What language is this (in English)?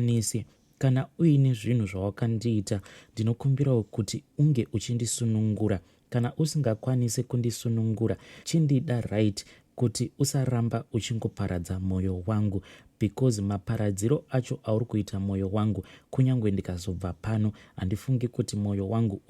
Shona